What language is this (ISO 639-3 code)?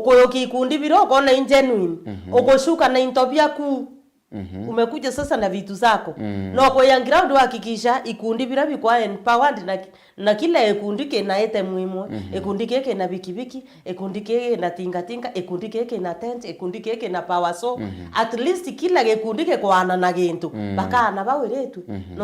mer